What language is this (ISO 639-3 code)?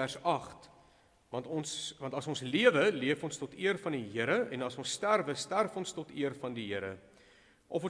afr